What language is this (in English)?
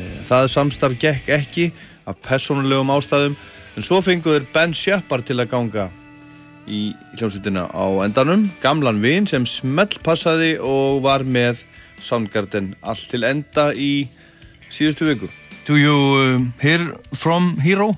Icelandic